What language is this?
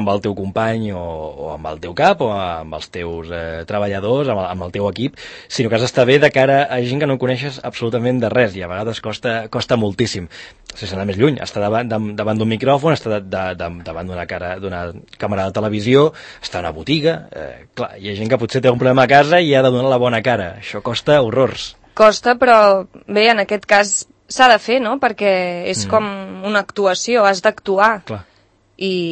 Catalan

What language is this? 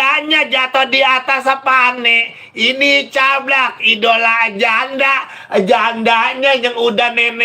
Betawi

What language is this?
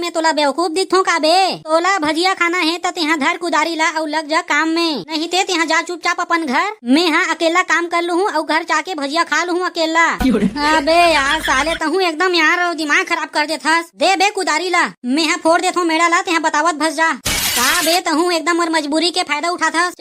Chhattisgarhi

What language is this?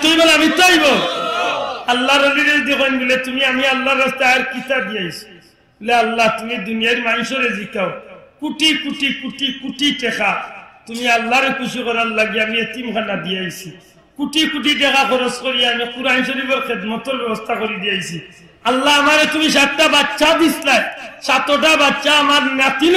Sylheti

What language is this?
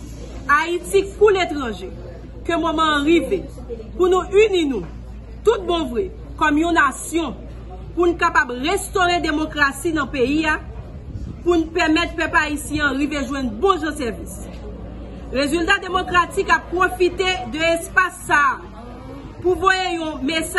Haitian Creole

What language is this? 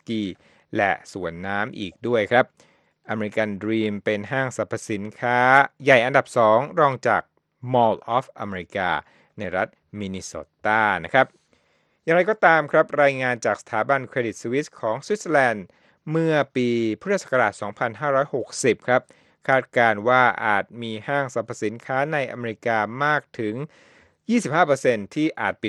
Thai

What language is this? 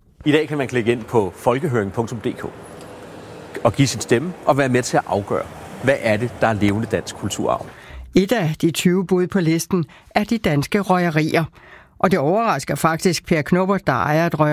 Danish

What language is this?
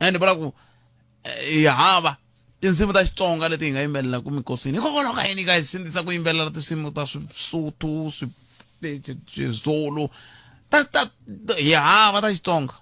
Tsonga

